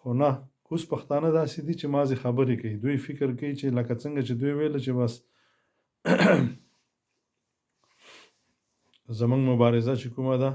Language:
Pashto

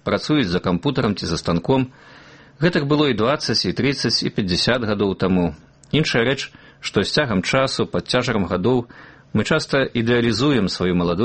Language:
Belarusian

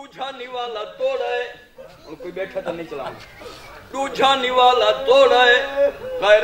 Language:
Saraiki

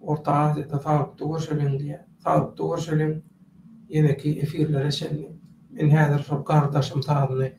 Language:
Turkmen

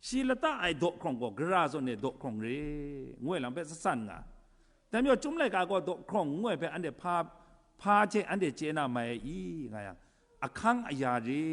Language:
Kachin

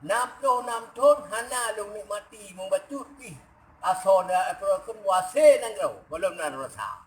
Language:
Achinese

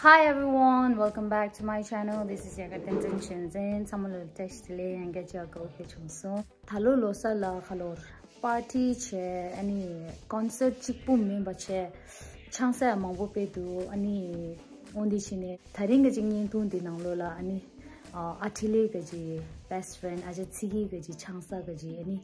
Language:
Tibetan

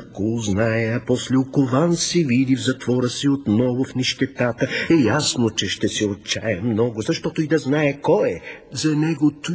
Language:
Bulgarian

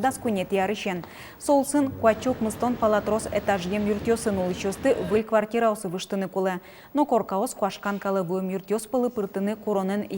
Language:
Udmurt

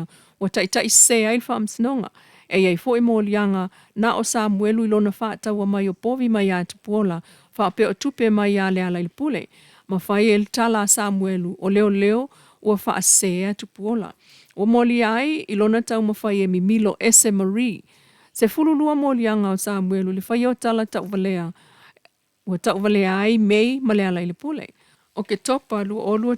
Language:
Samoan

